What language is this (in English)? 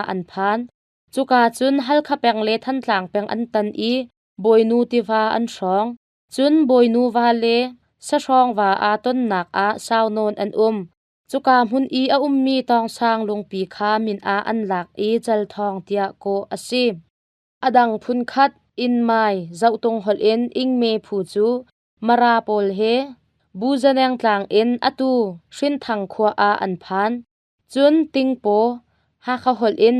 Hakha Chin